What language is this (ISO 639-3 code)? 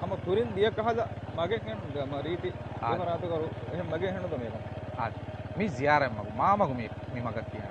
div